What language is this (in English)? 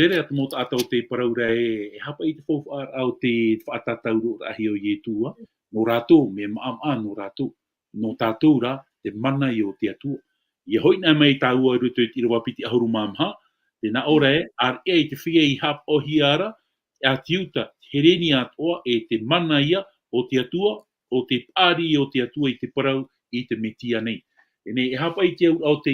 Tahitian